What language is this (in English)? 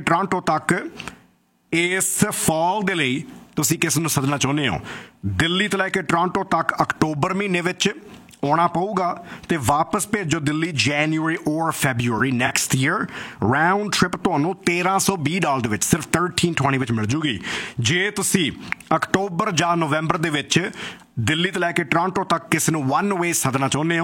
Punjabi